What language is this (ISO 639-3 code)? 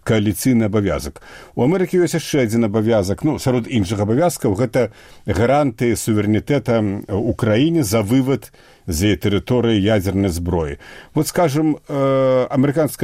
bel